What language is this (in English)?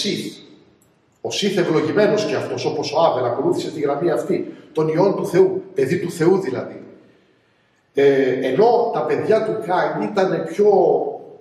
Greek